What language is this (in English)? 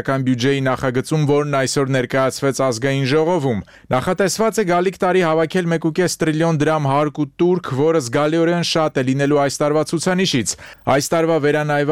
Armenian